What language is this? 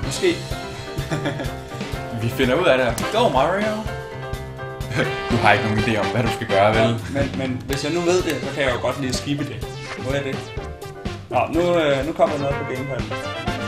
Danish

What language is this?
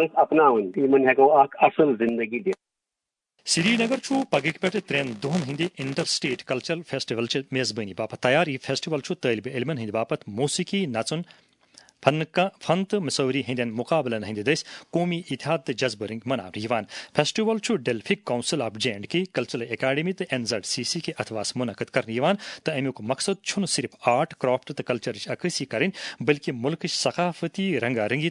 Kashmiri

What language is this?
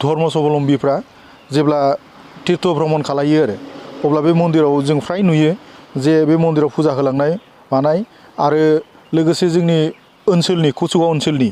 Bodo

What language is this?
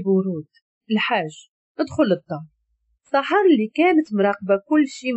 Moroccan Arabic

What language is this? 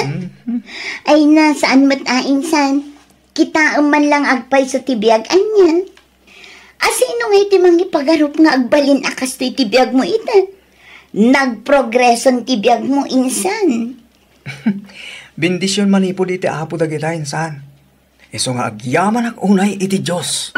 Iloko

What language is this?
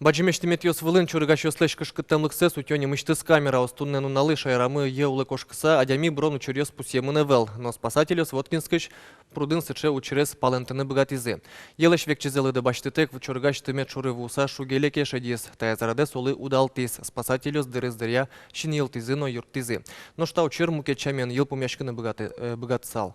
Udmurt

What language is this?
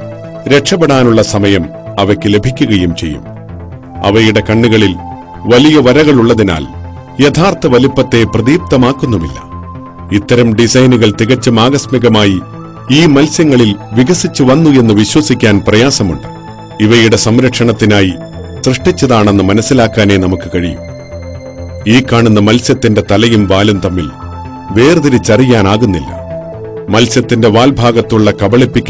Malayalam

